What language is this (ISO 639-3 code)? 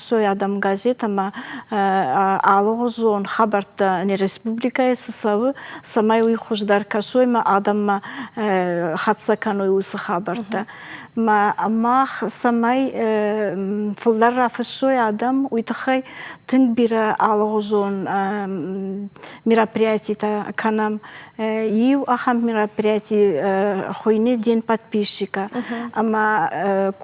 oss